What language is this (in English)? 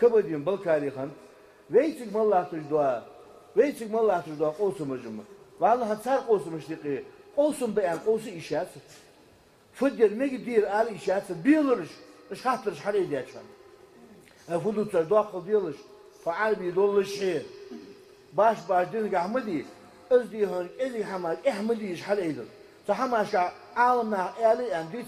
Ingush